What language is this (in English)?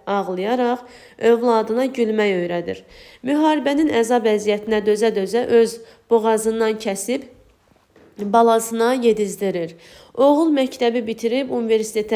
Azerbaijani